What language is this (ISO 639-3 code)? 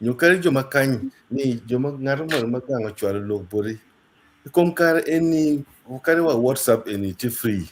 ach